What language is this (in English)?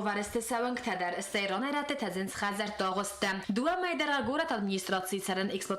Ossetic